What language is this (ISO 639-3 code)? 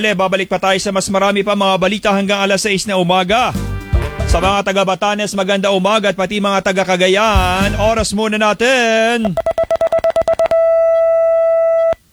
fil